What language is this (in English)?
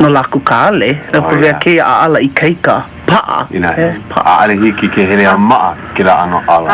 Hawaiian